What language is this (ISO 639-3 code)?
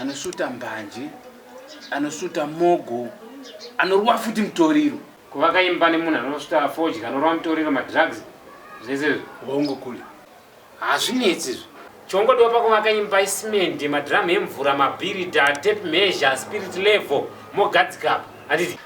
sna